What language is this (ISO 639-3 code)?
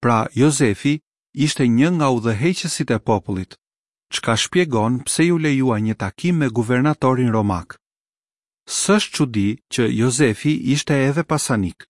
sqi